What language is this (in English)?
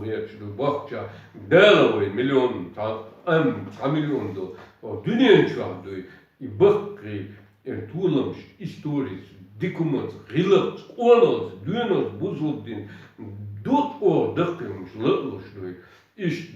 Chechen